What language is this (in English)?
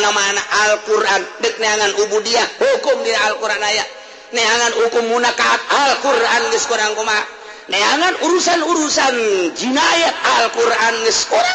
Sundanese